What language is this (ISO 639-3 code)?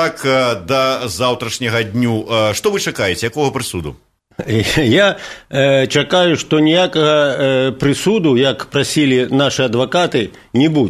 bel